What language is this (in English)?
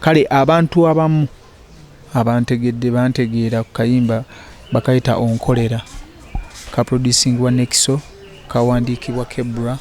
Ganda